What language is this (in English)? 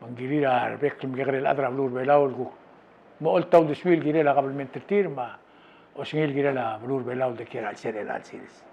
Palauan